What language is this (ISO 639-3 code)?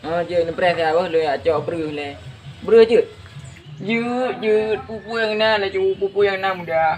ace